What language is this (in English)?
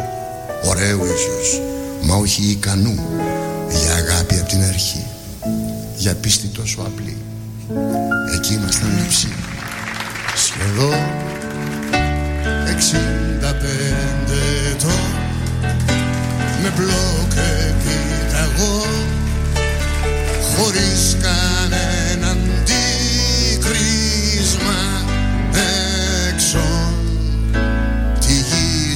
Greek